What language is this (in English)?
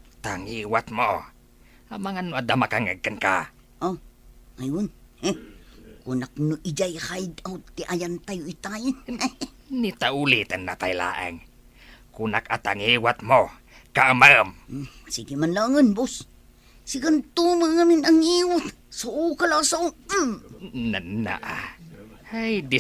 Iloko